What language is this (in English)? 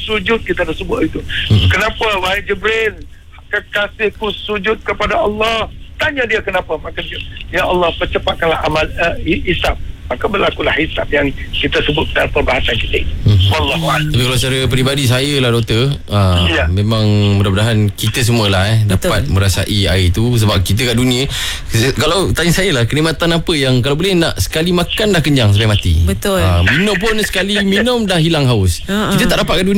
Malay